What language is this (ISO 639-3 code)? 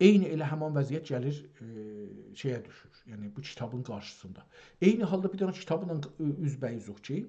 azb